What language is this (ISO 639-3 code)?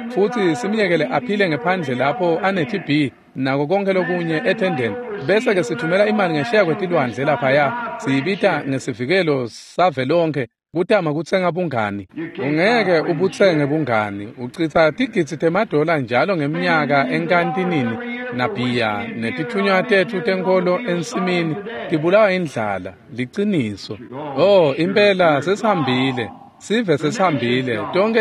ssw